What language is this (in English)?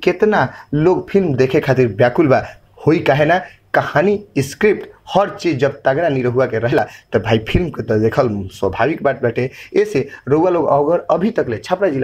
Bhojpuri